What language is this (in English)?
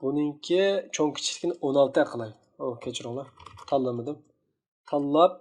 Uyghur